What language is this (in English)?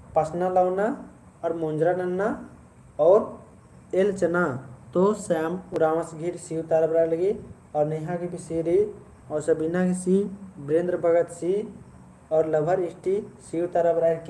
Kurukh